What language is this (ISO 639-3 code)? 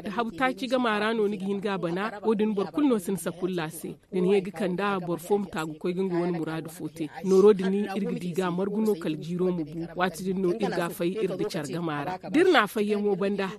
dje